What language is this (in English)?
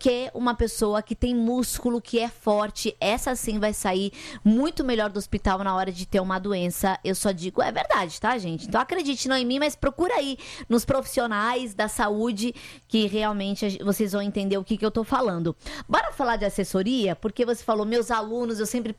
Portuguese